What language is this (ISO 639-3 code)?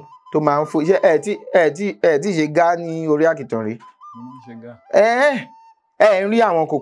yor